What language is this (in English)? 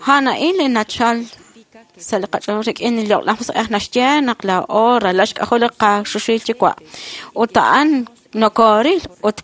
Kekchí